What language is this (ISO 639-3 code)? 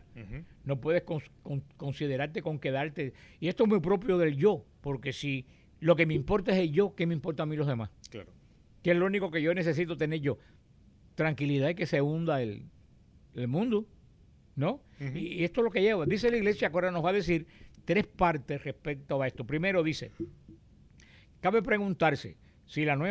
spa